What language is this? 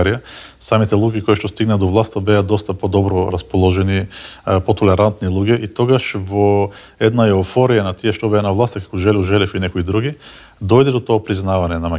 Macedonian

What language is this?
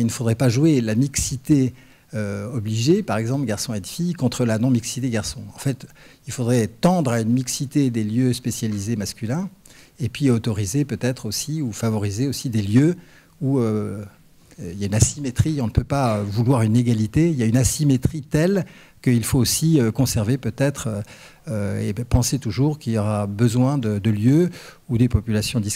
French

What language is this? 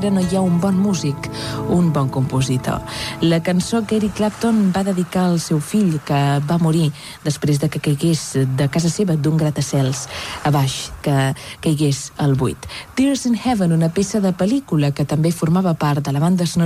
Catalan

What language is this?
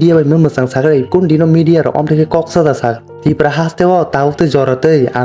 Kok Borok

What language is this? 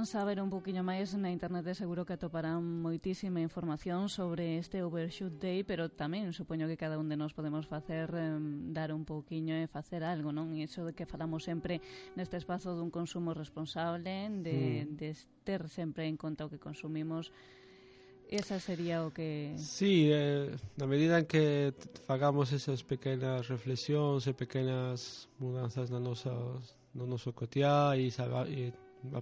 Galician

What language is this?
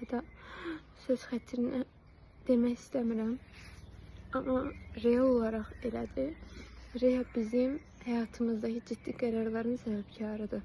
Azerbaijani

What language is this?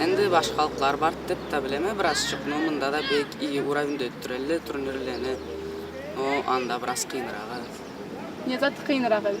Karachay-Balkar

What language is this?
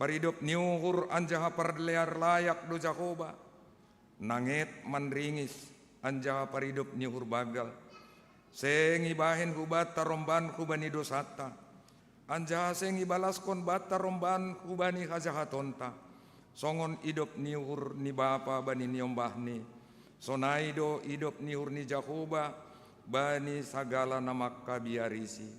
Batak Simalungun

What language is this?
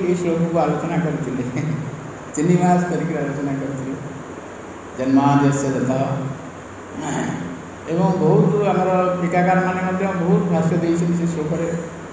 Odia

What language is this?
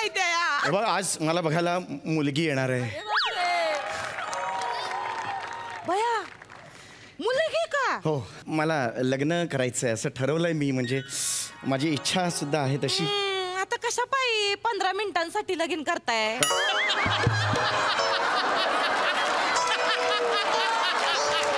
Marathi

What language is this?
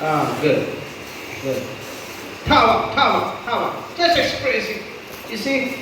Yimchungru Naga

